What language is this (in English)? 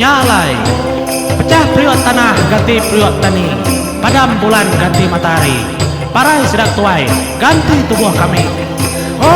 Iban